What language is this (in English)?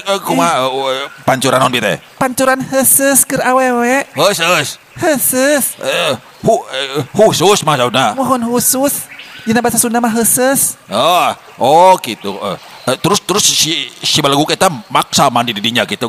Sundanese